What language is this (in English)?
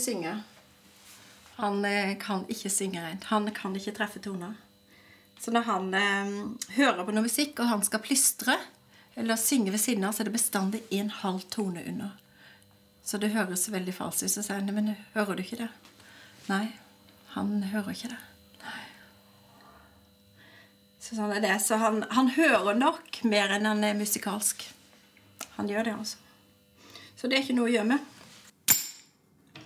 Norwegian